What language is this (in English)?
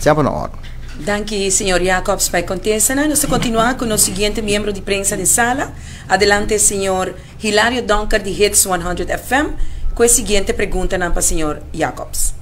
Papiamento